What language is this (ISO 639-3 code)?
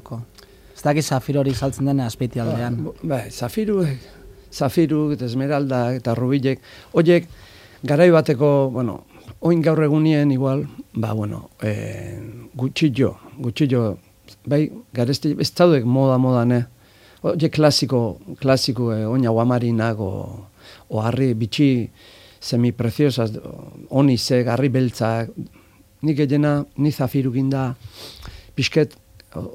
eus